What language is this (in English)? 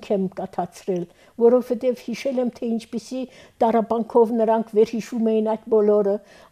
Armenian